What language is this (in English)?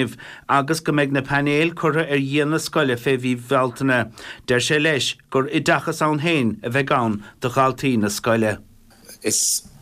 Irish